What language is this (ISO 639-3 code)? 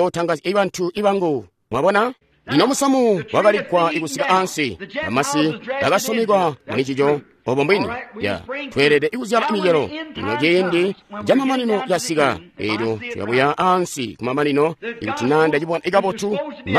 toi